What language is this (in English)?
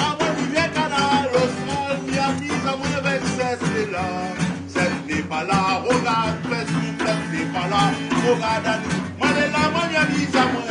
Réunion Creole French